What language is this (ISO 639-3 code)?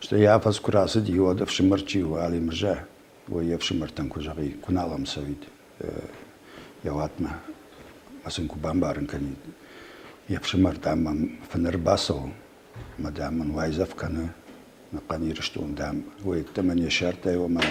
oss